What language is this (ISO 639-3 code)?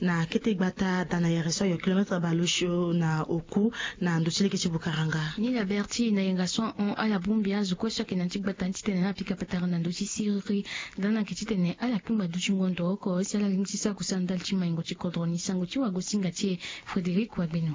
sag